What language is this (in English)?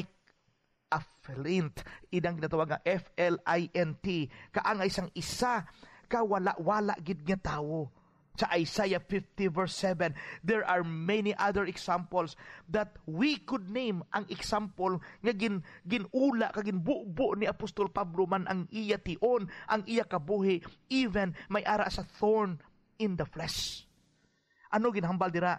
Hiligaynon